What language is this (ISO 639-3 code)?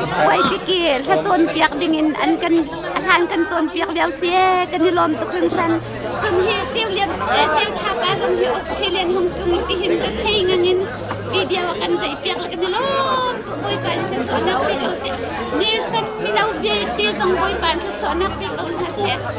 cnh